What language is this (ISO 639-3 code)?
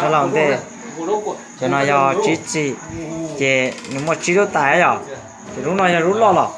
hmn